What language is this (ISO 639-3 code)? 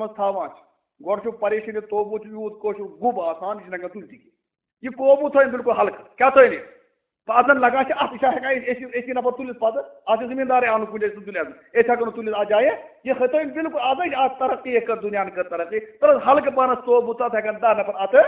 kas